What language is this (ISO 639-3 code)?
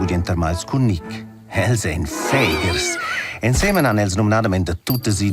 roh